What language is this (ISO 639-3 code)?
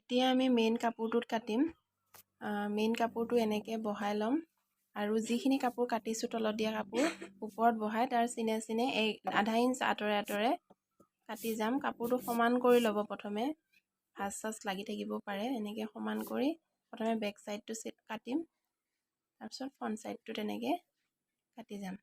asm